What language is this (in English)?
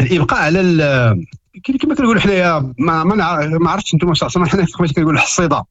Moroccan Arabic